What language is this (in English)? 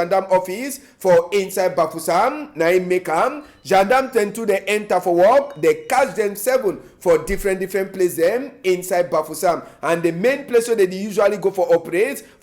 Cameroon Pidgin